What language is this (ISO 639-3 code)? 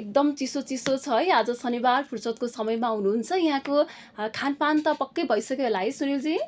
nep